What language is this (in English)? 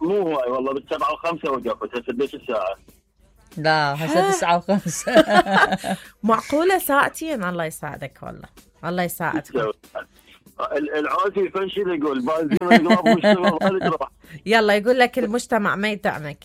Mesopotamian Arabic